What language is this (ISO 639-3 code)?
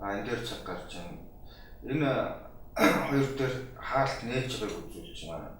mon